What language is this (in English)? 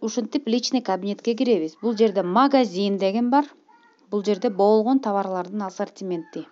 Kyrgyz